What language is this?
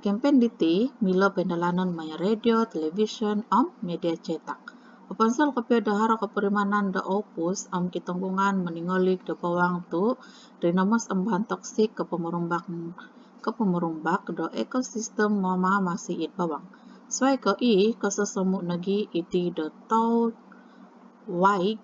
Central Dusun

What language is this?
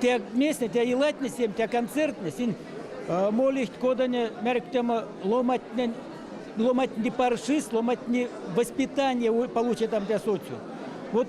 Erzya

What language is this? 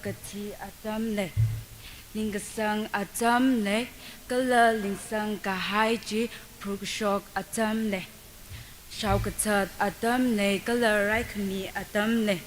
Tangkhul Naga (India)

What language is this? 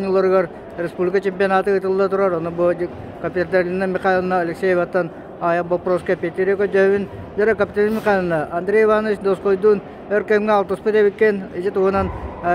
Yakut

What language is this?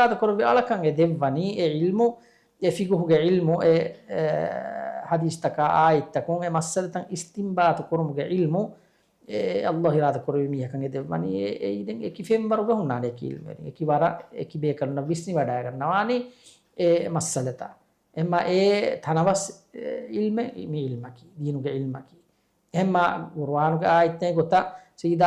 Divehi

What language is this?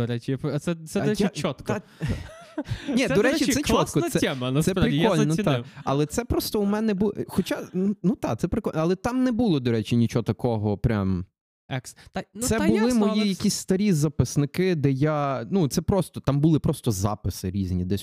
Ukrainian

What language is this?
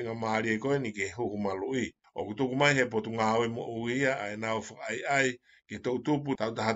Tongan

